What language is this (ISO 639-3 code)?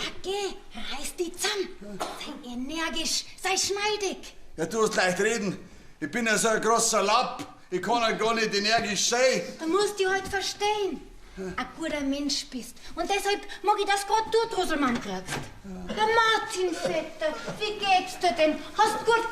bar